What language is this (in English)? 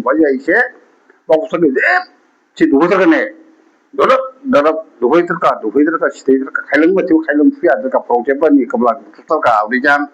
Dimasa